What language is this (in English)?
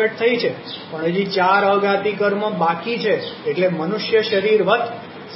Gujarati